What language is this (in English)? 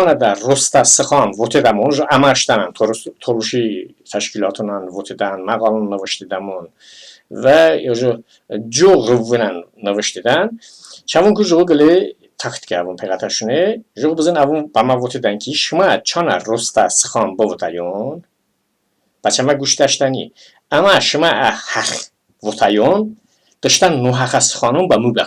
Talysh